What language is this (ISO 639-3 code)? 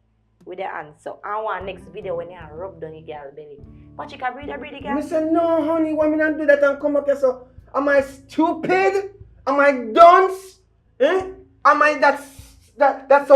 jam